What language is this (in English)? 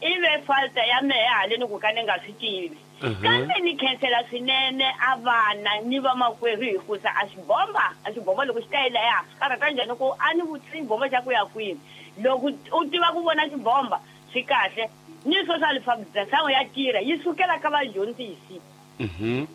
Tsonga